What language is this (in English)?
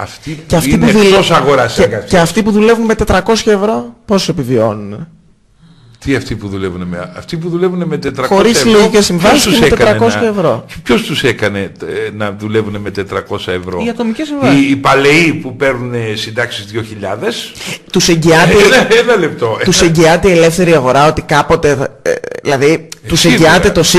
Greek